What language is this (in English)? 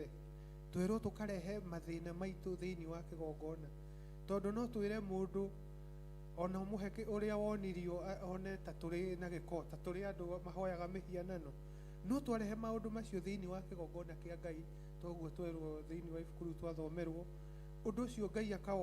Kikuyu